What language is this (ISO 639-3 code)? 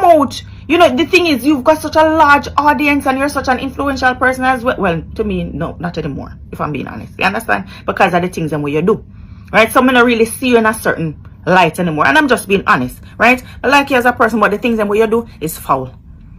jam